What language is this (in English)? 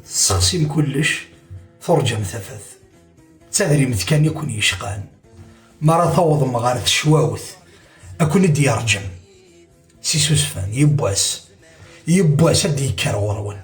Kabyle